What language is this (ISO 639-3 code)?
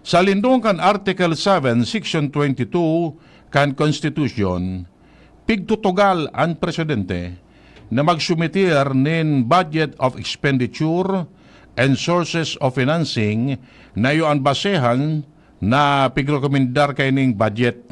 bik